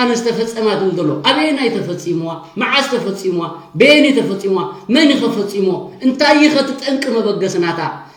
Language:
Tigrinya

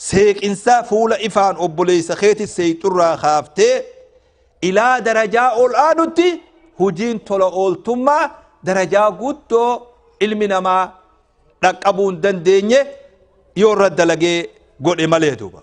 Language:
Oromo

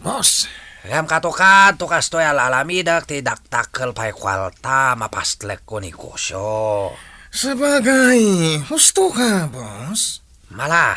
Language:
Iloko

